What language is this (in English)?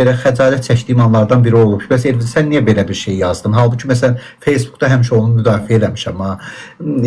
Azerbaijani